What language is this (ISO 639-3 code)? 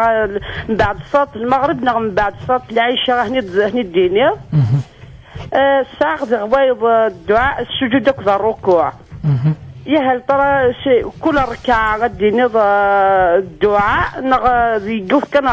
kab